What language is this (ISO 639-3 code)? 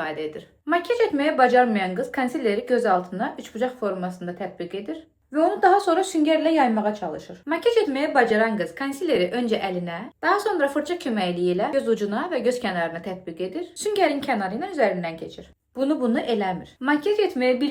aze